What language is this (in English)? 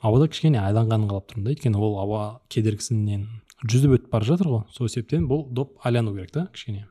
Kazakh